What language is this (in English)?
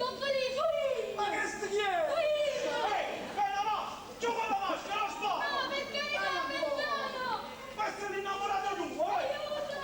Neapolitan